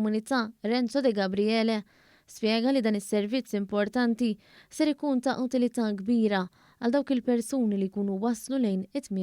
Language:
Maltese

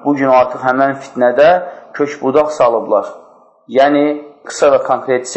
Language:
Azerbaijani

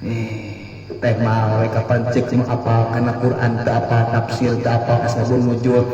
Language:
Sundanese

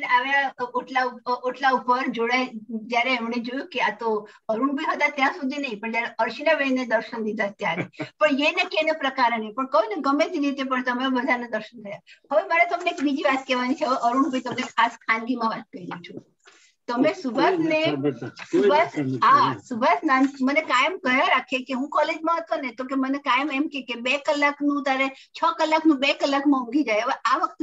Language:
Gujarati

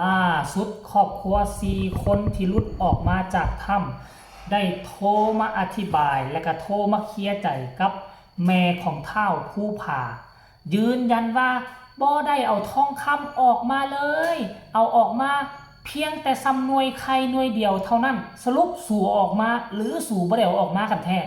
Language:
Northeastern Thai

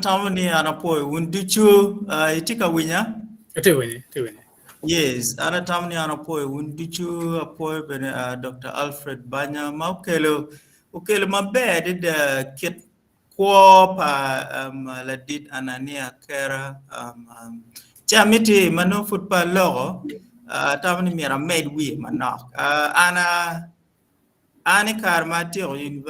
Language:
Acoli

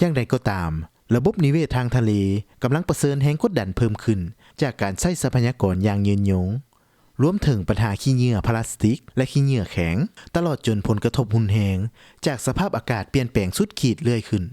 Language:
Lao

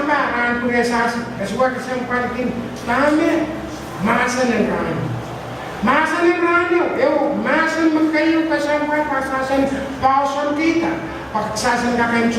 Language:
Pohnpeian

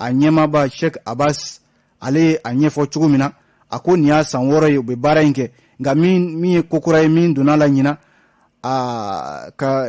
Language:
Bambara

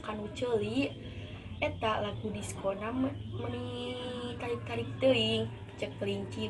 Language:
Sundanese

